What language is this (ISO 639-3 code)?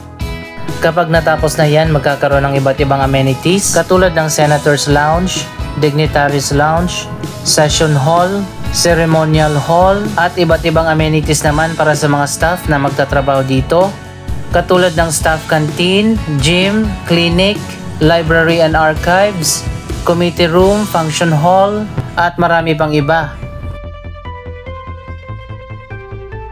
fil